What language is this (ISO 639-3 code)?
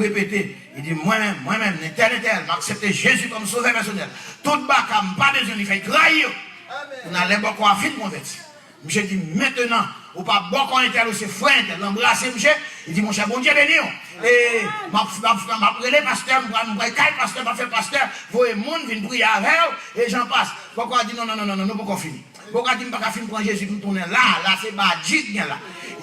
hat